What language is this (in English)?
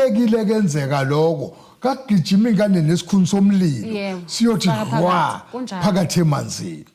Zulu